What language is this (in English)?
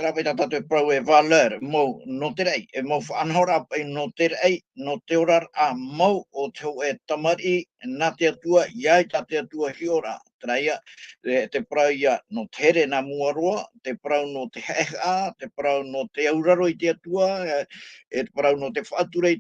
Tahitian